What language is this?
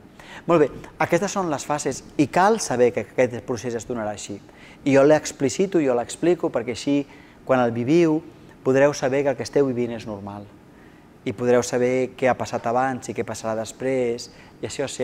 Catalan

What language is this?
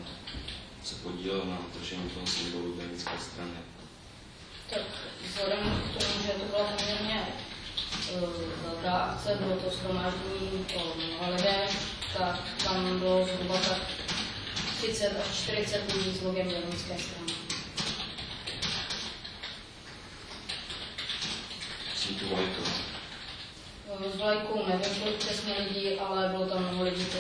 Czech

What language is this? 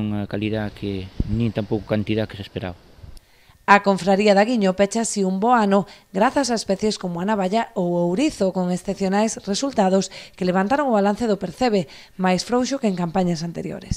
Galician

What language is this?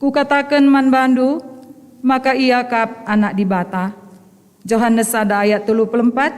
Batak Karo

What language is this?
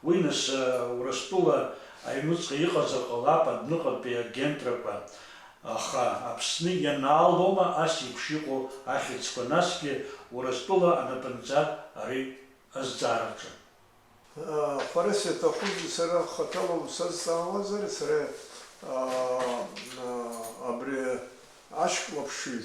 Abkhazian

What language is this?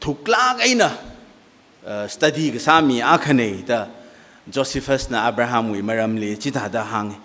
Tangkhul Naga (India)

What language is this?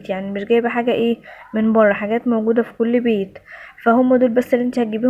Egyptian Arabic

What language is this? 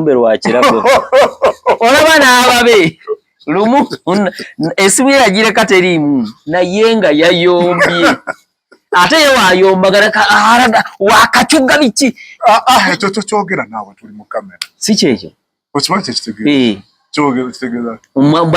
Ganda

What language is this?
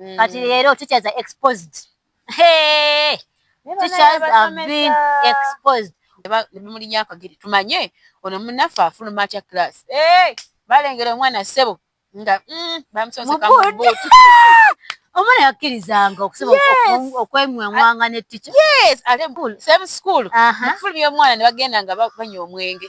Ganda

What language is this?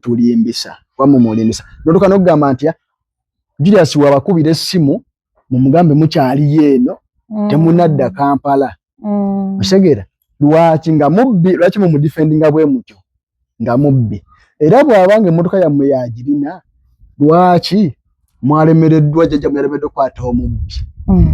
Ganda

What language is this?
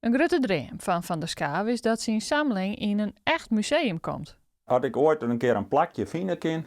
Western Frisian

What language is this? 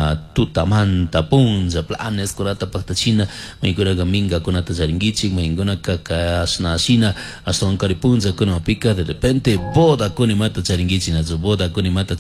Chimborazo Highland Quichua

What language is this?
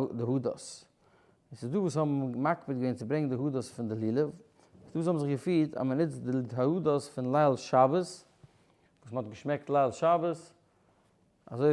Yiddish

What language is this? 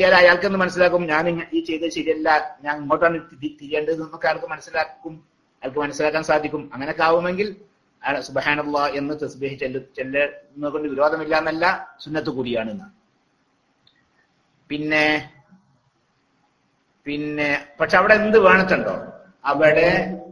Malayalam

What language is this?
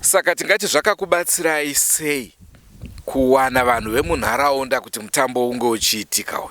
Shona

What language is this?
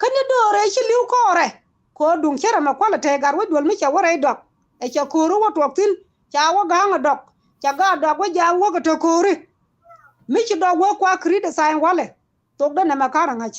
Nuer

